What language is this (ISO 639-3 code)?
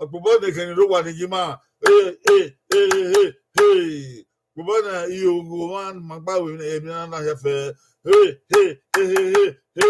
bin